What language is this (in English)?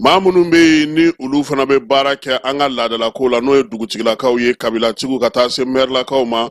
Bambara